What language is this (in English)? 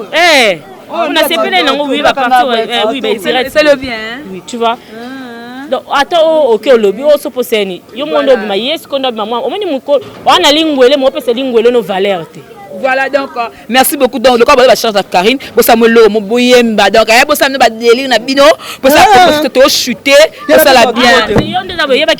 Lingala